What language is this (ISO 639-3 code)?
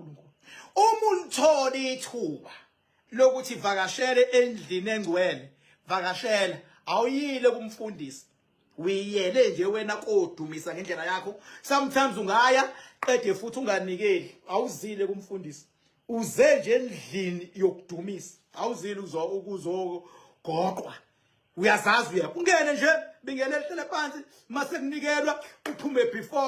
zul